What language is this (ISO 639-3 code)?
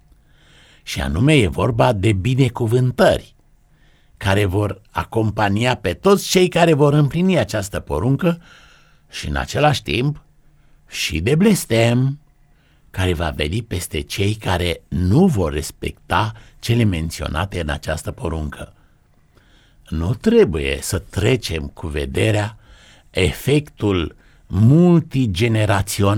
ron